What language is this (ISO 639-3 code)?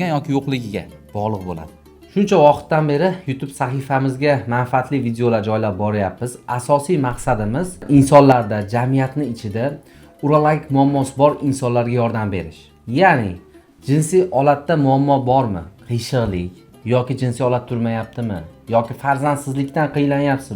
uzb